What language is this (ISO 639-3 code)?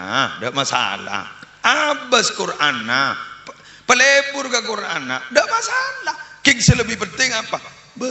mad